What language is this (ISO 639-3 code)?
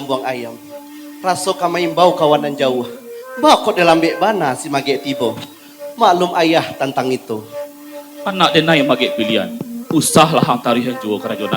min